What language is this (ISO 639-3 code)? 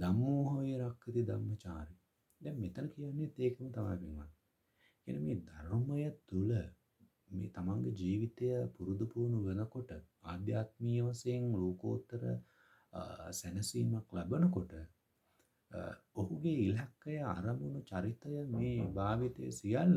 sin